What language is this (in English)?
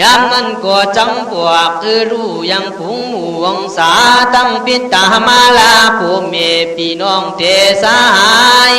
Khün